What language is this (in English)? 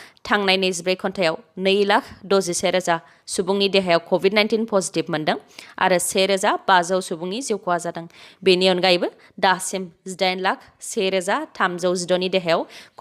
Bodo